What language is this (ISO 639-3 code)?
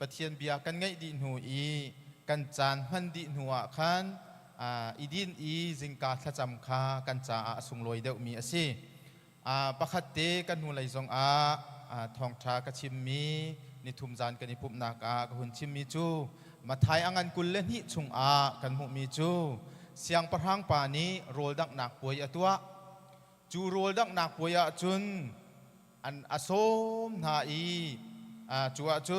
cnh